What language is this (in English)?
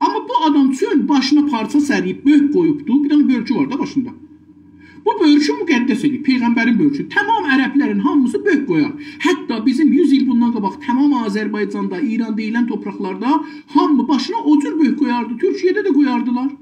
South Azerbaijani